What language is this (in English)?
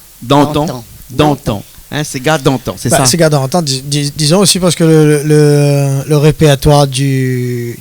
Réunion Creole French